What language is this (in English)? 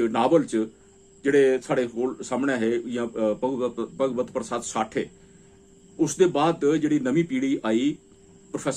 Dogri